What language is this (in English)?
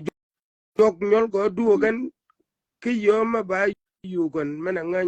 Shilluk